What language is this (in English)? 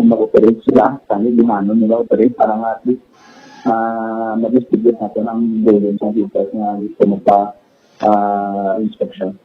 Hiligaynon